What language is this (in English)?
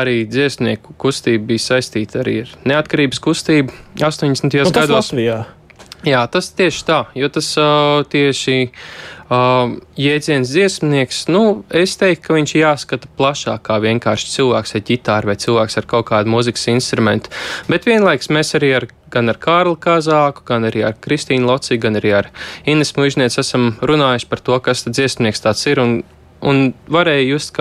Latvian